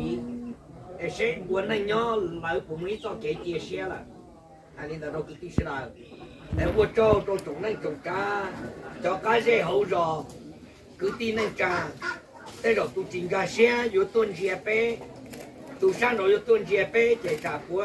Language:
Hmong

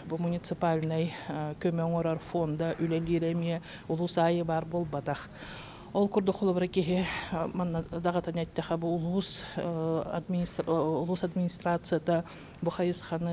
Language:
Yakut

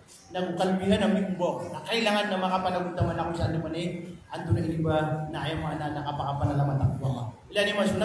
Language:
Maranao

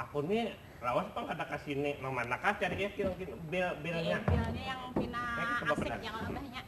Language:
Banjar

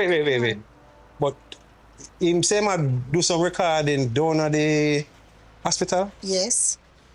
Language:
Jamaican Creole English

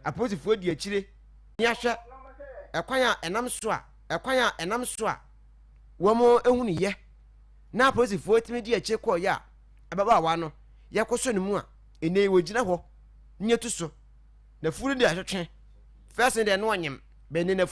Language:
Akan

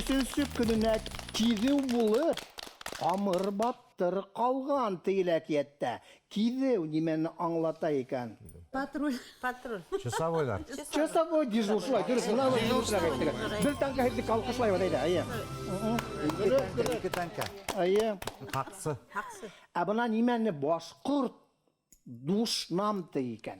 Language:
Bashkir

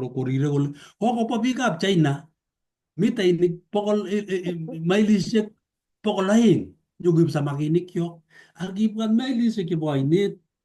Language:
Kalenjin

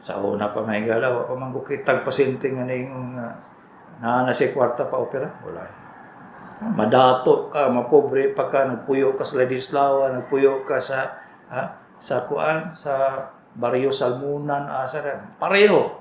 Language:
Cebuano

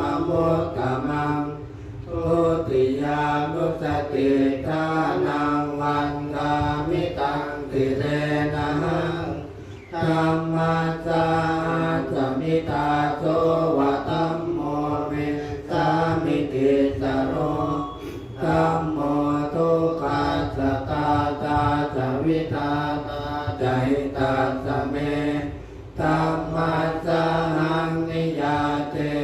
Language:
Pali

